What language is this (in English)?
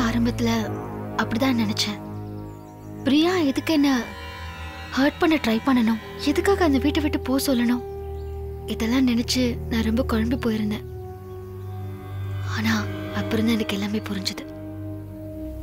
Tamil